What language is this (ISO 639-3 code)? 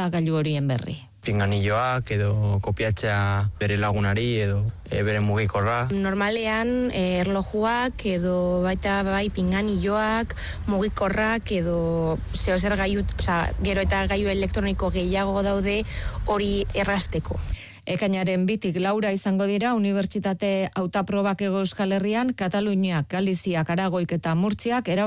eus